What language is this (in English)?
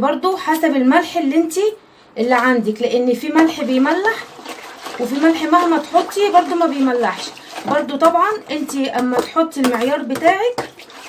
Egyptian Arabic